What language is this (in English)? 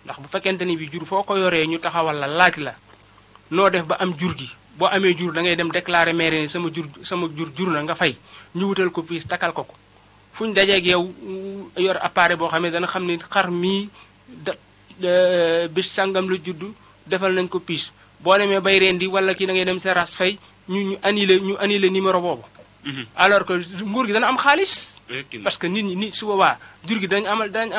Wolof